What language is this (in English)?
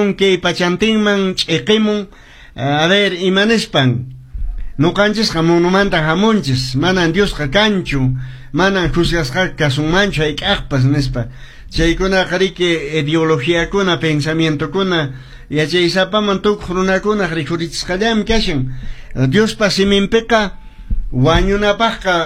Quechua